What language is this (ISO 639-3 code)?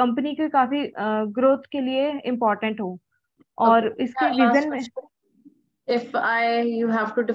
hin